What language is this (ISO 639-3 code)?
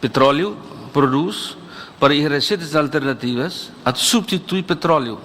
tet